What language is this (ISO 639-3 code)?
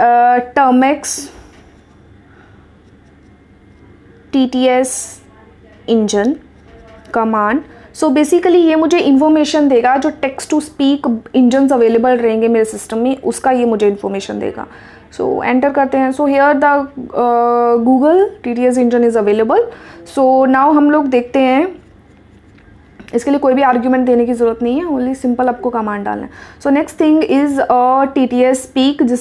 hin